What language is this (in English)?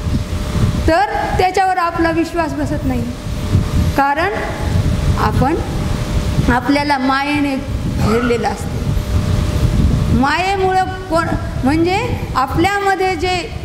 Marathi